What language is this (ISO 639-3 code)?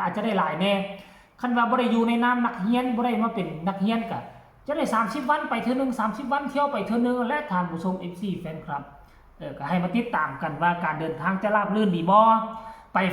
tts